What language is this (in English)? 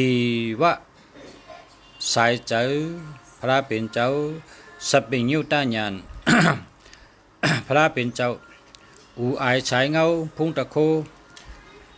Shan